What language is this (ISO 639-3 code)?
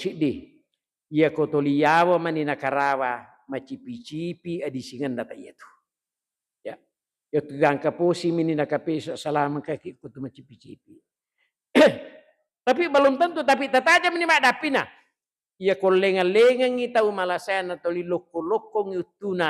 bug